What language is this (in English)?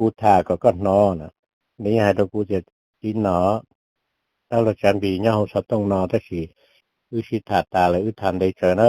Hmong